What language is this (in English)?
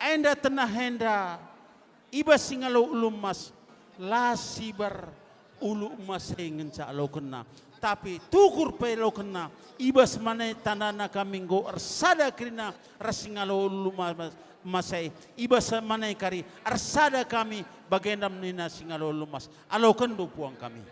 Batak Karo